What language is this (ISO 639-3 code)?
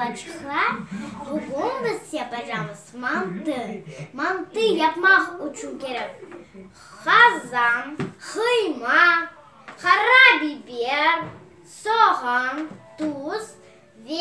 crh